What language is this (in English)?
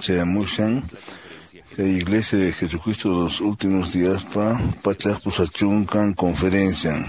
Quechua